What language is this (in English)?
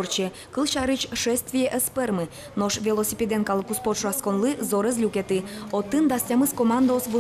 Udmurt